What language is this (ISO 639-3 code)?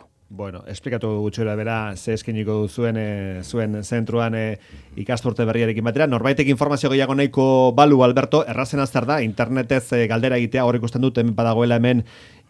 eus